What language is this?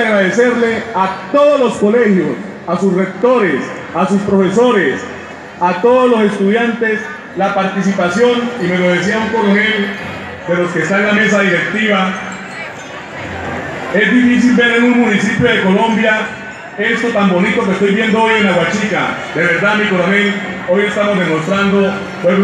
Spanish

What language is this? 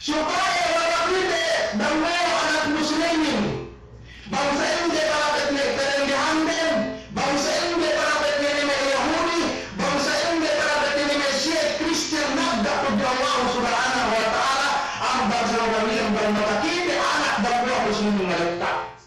Yakan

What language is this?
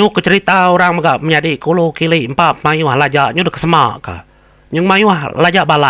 Iban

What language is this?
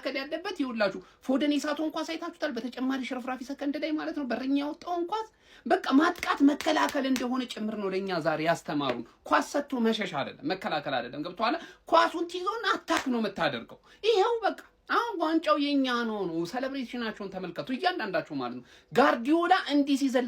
Amharic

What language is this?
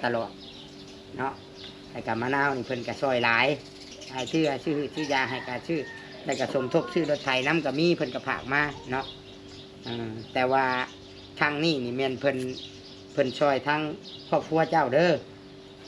Lao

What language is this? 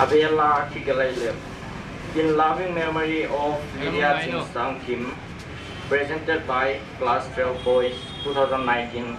Paite Chin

